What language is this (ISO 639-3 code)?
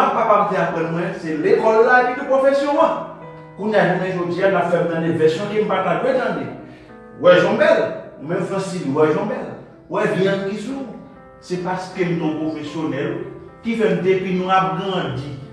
hat